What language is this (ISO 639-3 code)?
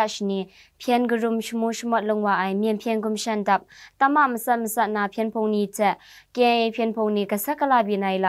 kac